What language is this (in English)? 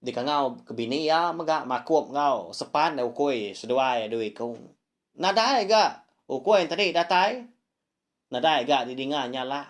Iban